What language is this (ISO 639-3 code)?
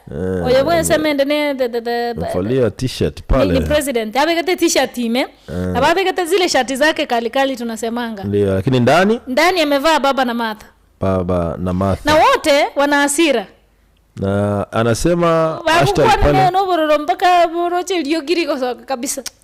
guz